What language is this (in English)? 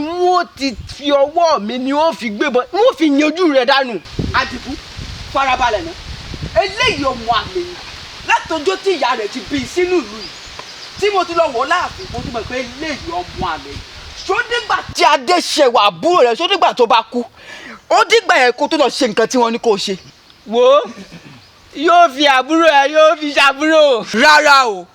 Yoruba